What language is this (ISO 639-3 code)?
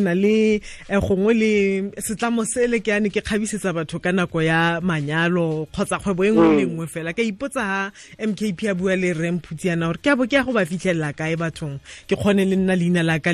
tsn